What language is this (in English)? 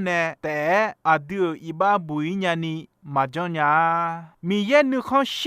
Akha